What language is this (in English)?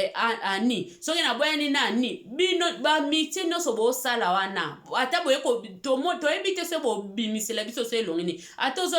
Lingala